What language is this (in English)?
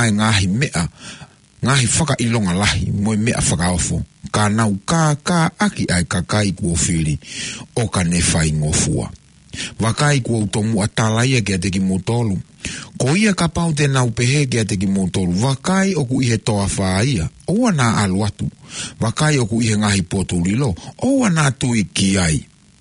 Tongan